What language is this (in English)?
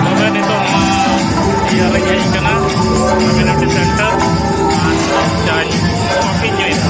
Santali